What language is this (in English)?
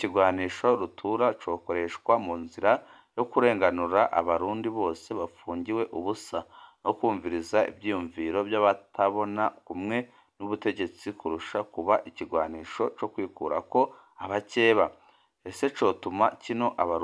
Rundi